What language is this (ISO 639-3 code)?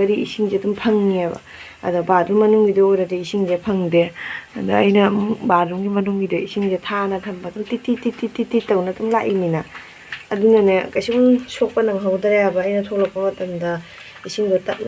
mni